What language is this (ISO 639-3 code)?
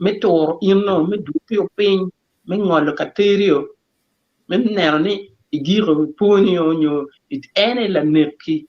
ach